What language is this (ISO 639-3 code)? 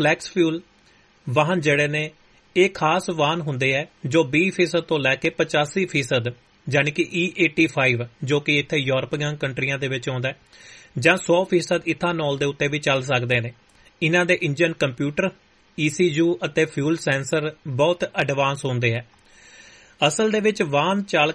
pan